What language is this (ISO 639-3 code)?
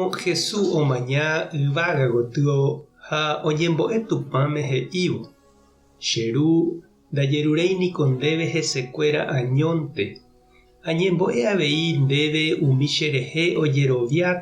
grn